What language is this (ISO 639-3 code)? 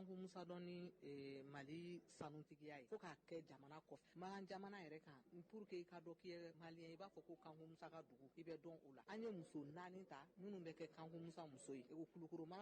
bam